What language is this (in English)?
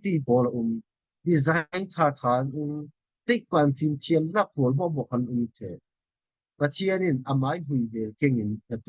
Falam Chin